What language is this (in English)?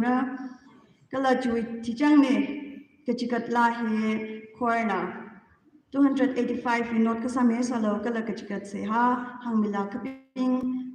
Tangkhul Naga (India)